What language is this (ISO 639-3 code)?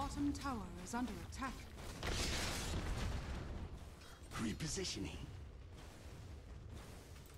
pol